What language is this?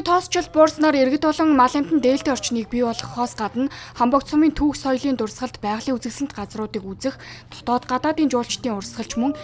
Mongolian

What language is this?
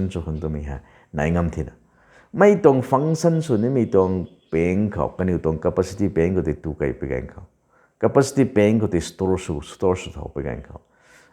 Rongmei Naga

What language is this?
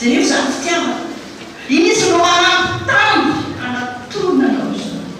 Malagasy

